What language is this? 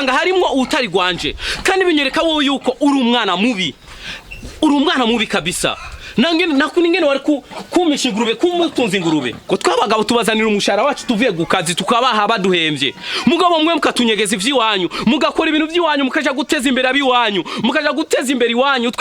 Rundi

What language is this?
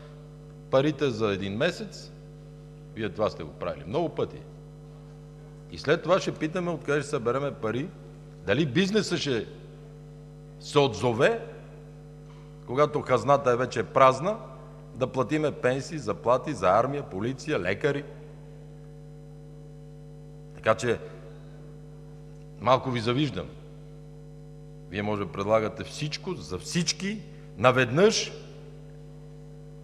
Bulgarian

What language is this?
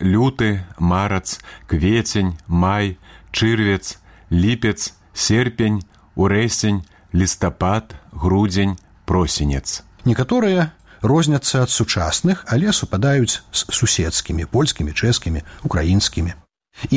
Belarusian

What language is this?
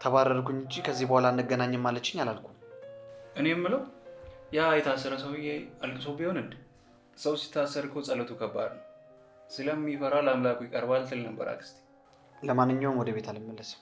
Amharic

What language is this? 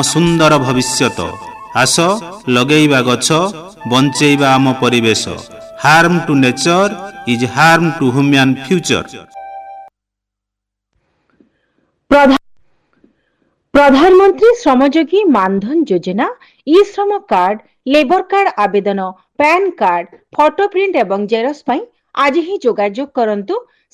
Odia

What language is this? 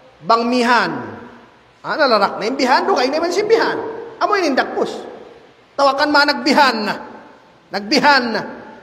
Tausug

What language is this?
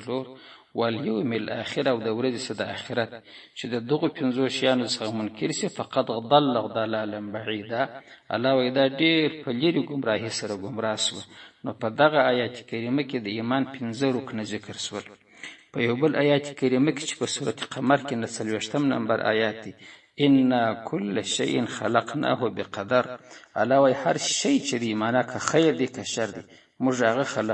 Pashto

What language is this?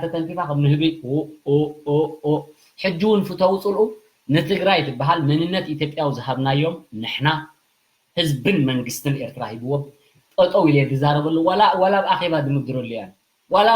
Tigrinya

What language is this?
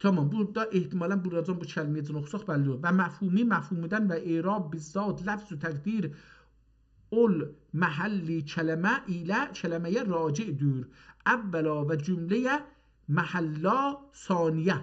South Azerbaijani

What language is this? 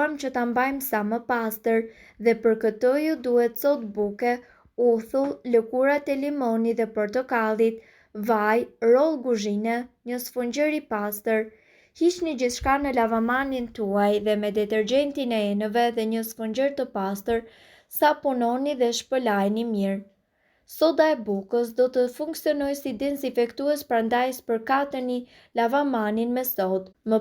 Albanian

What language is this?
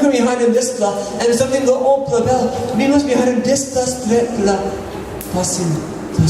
Tok Pisin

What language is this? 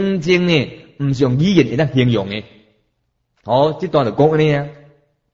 Min Nan Chinese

